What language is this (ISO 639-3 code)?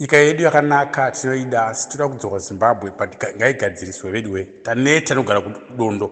sna